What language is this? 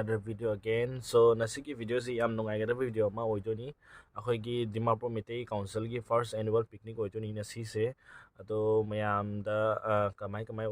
Manipuri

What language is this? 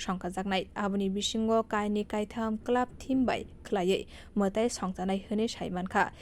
Kok Borok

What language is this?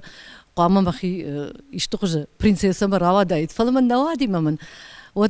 Ossetic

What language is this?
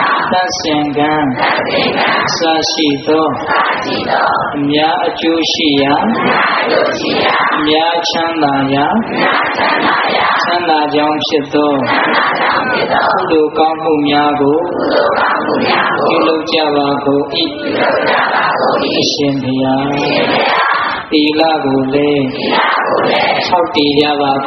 Burmese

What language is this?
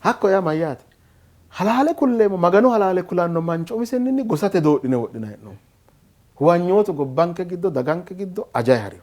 Sidamo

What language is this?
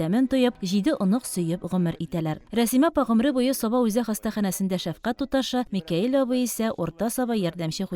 Tatar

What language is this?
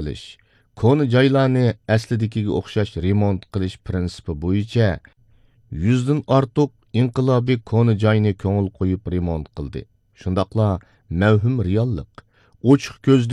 Uyghur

